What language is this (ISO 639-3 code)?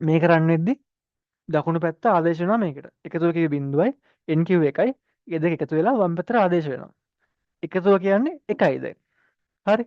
sin